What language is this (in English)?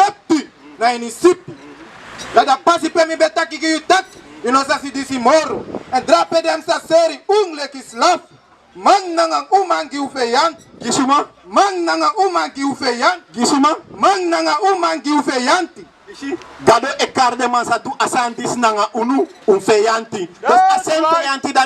Sranan Tongo